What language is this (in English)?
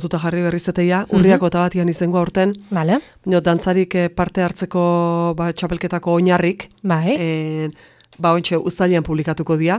Basque